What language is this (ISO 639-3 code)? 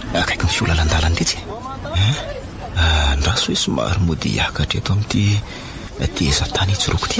mlg